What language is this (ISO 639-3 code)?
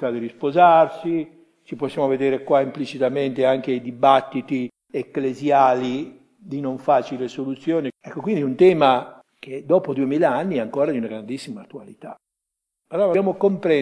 ita